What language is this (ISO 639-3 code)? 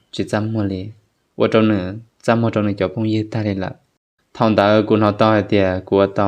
hmn